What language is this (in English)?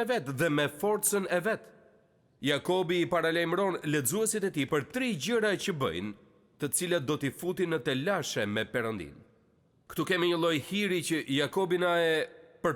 Albanian